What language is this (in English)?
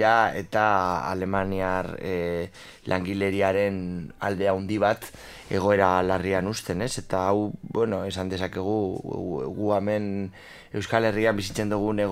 Basque